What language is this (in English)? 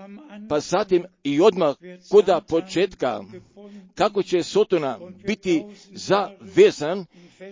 Croatian